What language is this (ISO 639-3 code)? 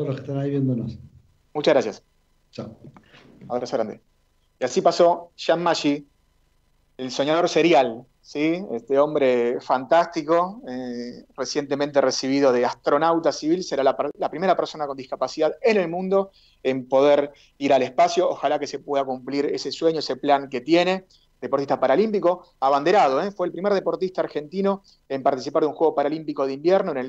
spa